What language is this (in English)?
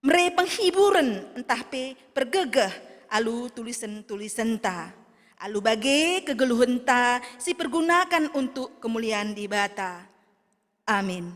Batak Karo